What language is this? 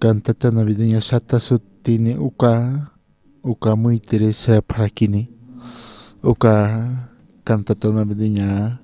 Aymara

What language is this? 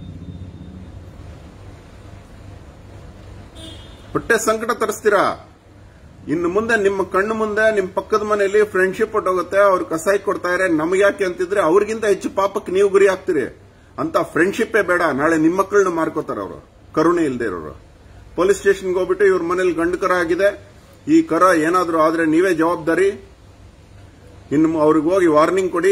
Kannada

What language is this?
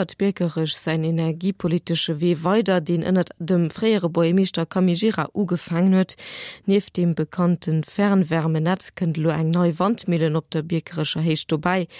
Luxembourgish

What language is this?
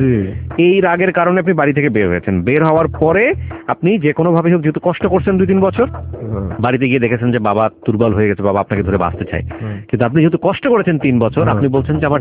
Bangla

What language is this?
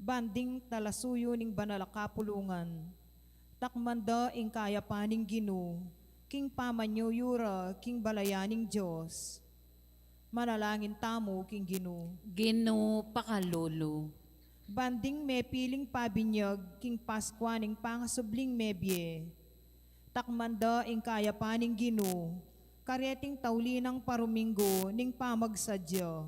Pampanga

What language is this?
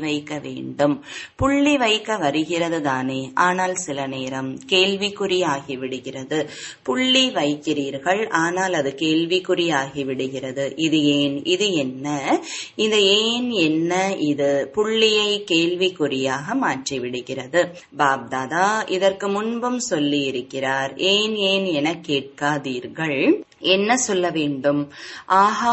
Tamil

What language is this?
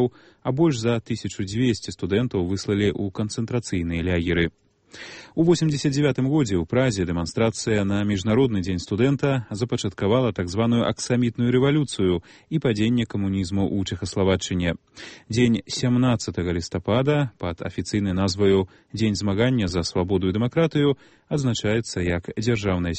Belarusian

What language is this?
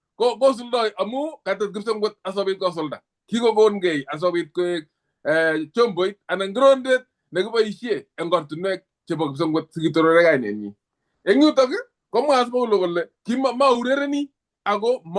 Kalenjin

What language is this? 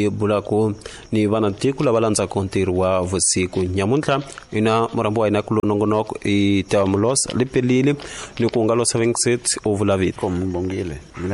Tsonga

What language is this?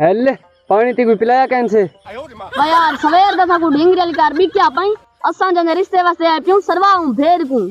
Saraiki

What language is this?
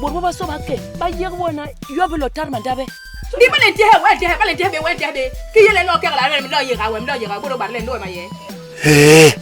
Basaa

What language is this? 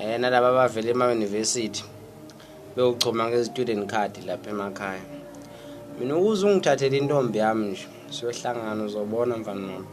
Zulu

